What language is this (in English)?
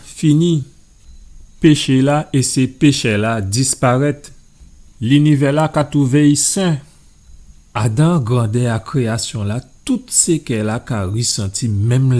Guadeloupean Creole French